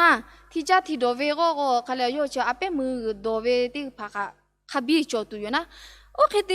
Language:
Lahu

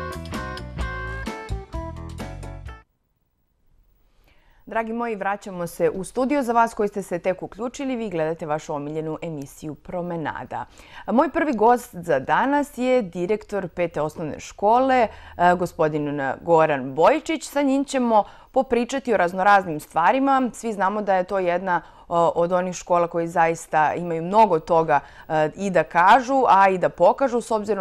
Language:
Serbian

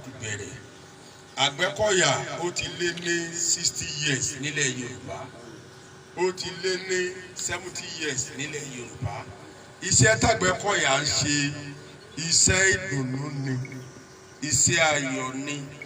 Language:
Yoruba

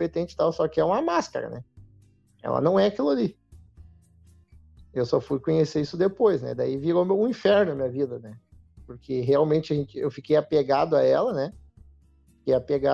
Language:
Portuguese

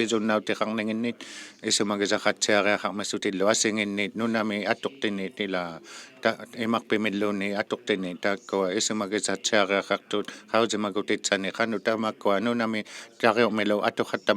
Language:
Inuktitut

